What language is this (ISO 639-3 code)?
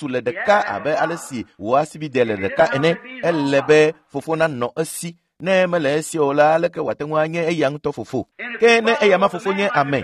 ewe